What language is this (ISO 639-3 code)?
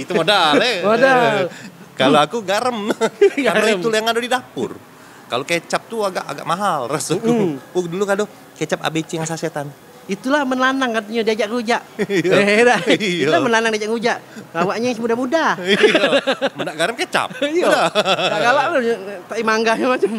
mui